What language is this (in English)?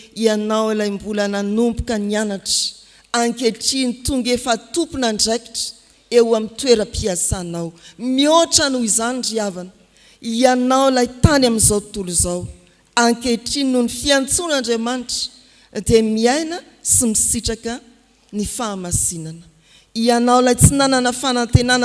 Malagasy